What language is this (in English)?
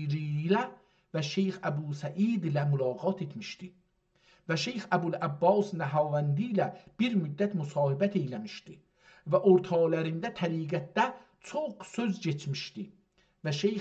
South Azerbaijani